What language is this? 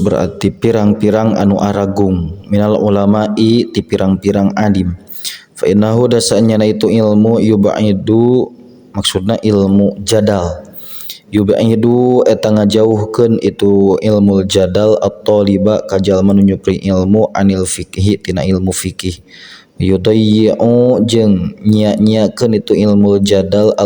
Sundanese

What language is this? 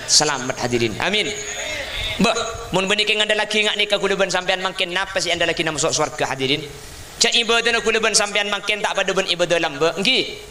Madurese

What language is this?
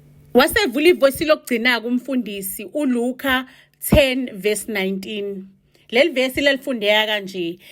Zulu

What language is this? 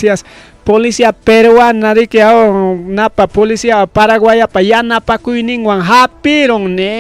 Ayacucho Quechua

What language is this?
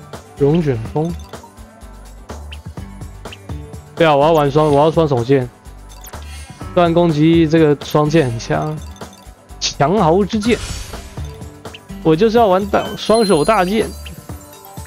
Chinese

